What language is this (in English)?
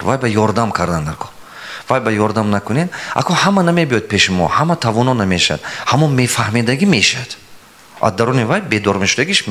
Tajik